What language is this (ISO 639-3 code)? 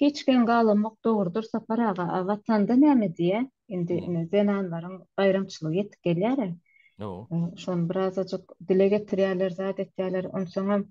tuk